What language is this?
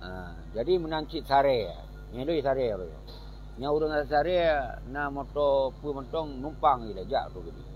Achinese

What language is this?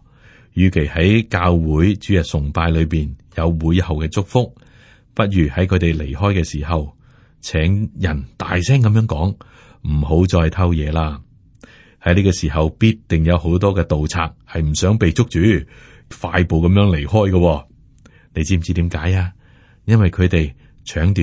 Cantonese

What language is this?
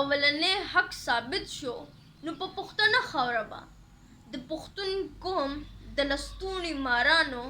Pashto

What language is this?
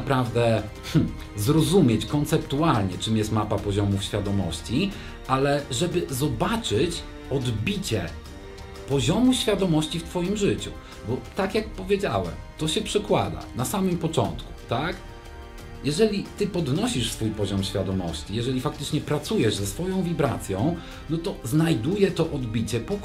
Polish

